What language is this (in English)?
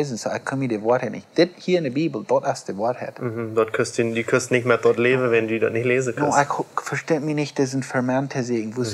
Plautdietsch